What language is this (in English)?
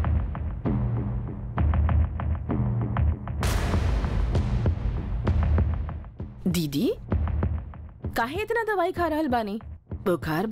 Bhojpuri